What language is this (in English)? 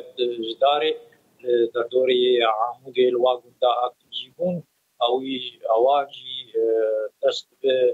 Kurdish